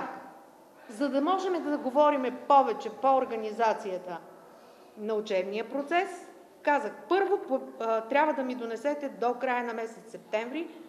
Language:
Bulgarian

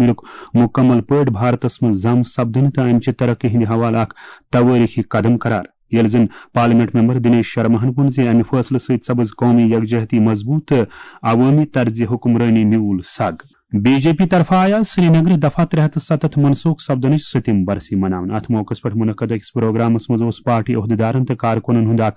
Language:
Kashmiri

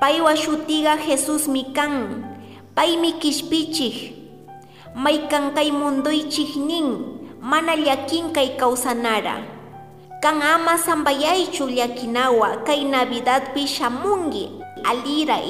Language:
Chimborazo Highland Quichua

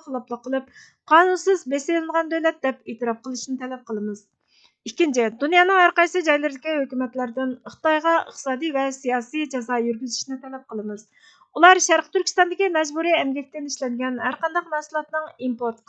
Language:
Uyghur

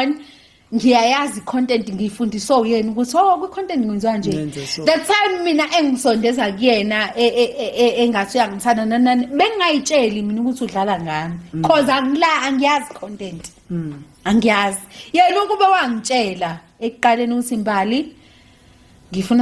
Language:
Zulu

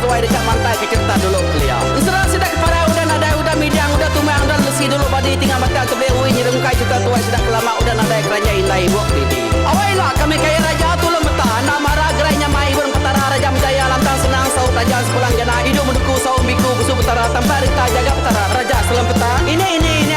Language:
Iban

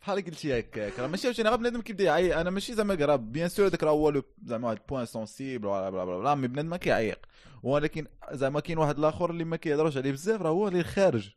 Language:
Moroccan Arabic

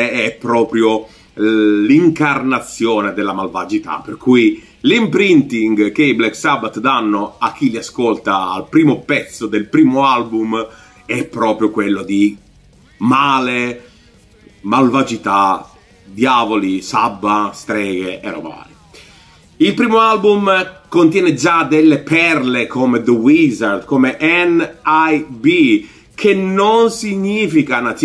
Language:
Italian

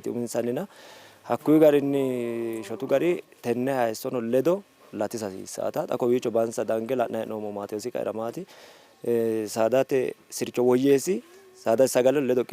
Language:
Sidamo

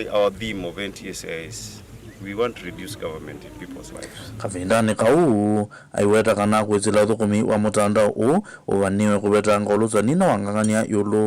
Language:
Kamba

